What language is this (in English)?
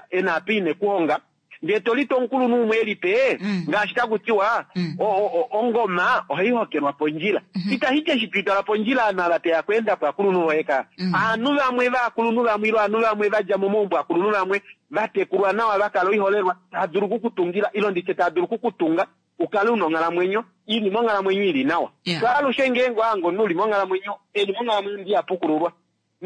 Kuanyama